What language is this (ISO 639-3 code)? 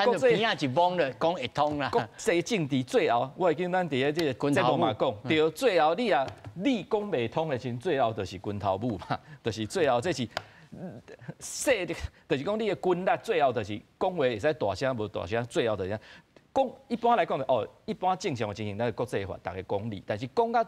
nan